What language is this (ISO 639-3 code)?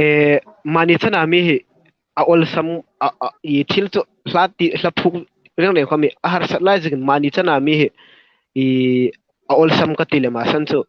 hmr